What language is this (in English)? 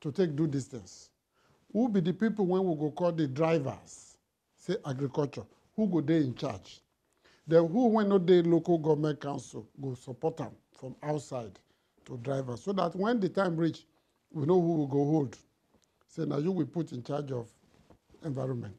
Nigerian Pidgin